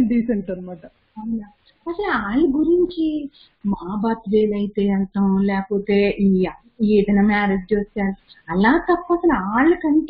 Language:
Telugu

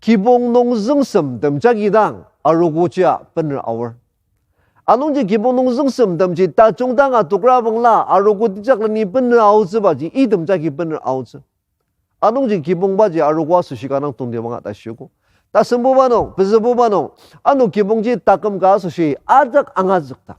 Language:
Ao Naga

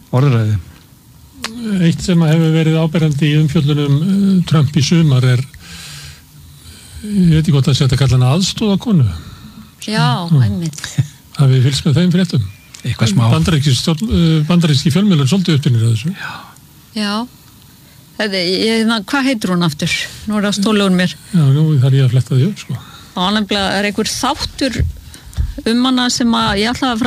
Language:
Icelandic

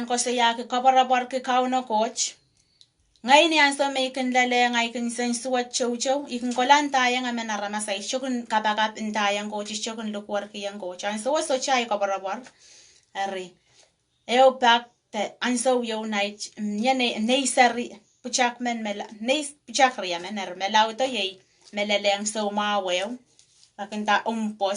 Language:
Pohnpeian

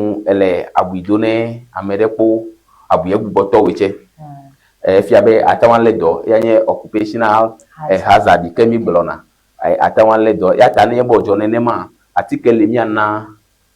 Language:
Ewe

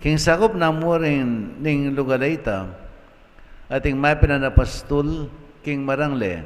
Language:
Pampanga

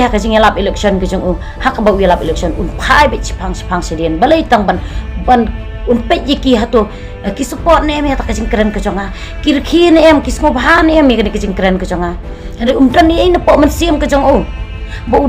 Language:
Khasi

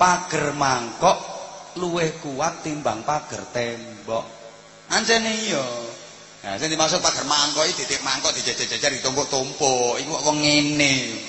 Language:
Javanese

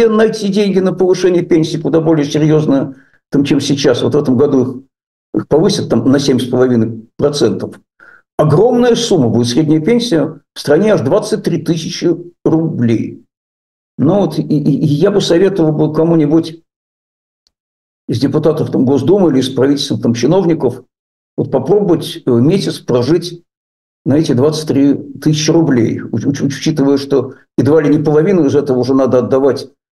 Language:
Russian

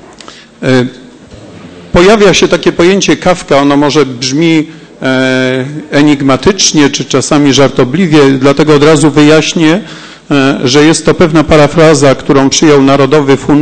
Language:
Polish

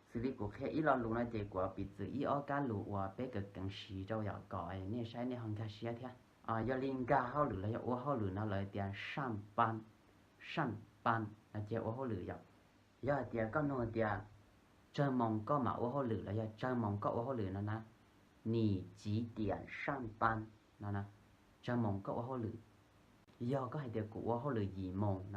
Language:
Hmong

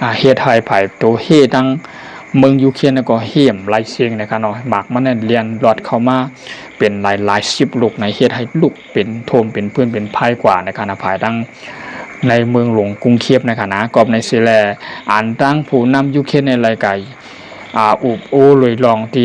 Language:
Shan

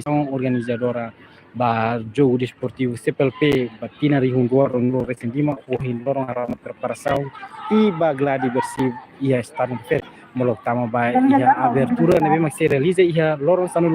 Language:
Tetum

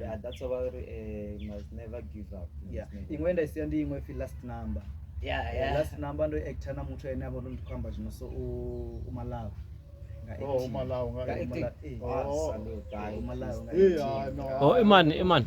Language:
Venda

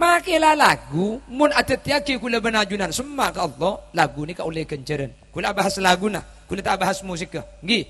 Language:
Madurese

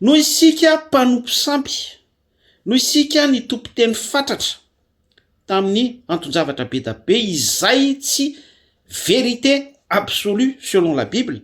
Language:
Malagasy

